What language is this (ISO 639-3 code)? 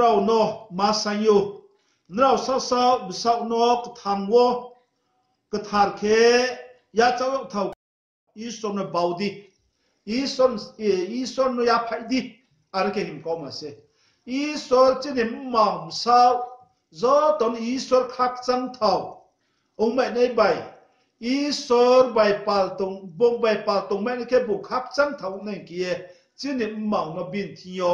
ria